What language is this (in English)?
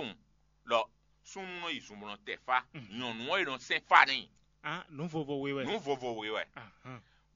Fon